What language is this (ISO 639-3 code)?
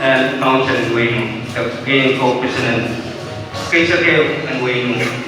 pon